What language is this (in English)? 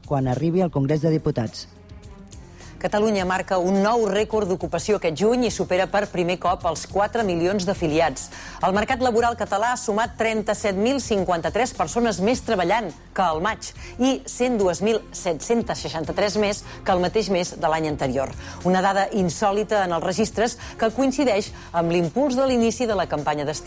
Catalan